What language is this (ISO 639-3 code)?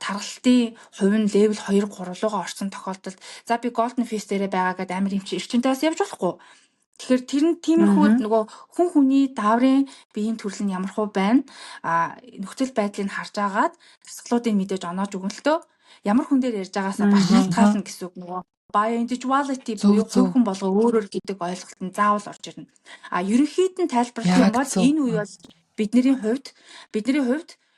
mon